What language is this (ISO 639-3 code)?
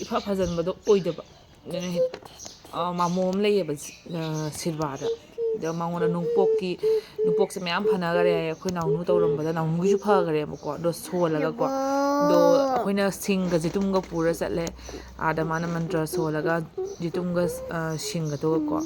mni